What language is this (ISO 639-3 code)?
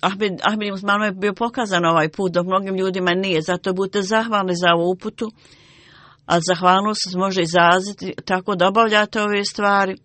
bos